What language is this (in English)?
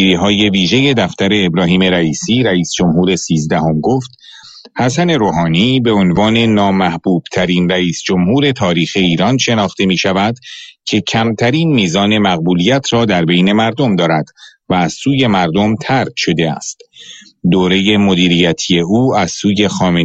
Persian